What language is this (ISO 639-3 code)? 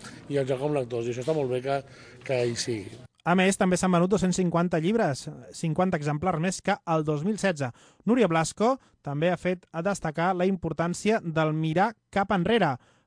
cat